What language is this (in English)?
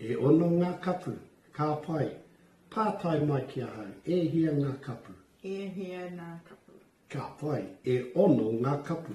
Māori